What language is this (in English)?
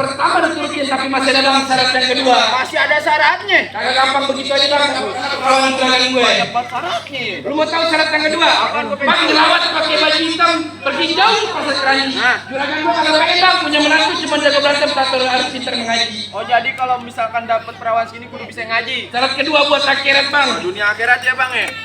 Betawi